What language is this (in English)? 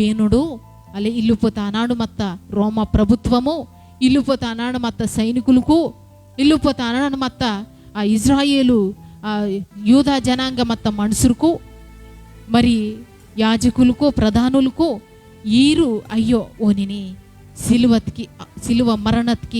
Koya